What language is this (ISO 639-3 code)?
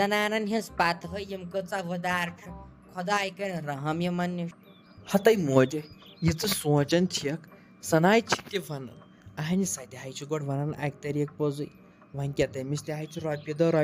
kas